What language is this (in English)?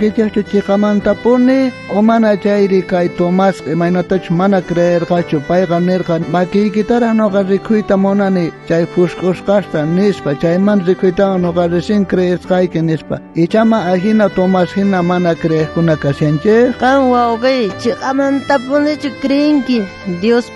South Bolivian Quechua